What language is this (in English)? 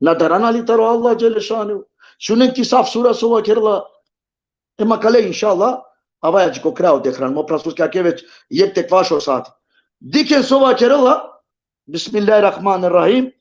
Balkan Romani